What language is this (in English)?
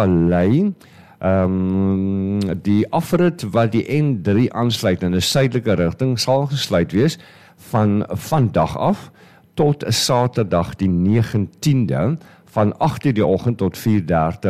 Afrikaans